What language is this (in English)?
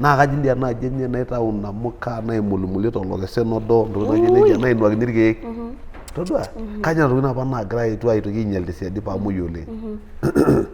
Masai